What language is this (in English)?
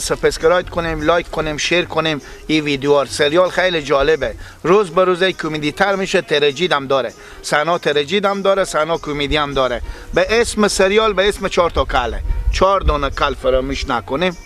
Persian